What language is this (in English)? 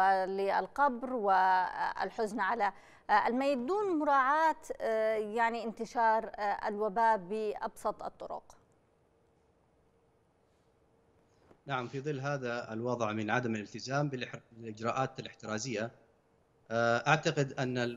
Arabic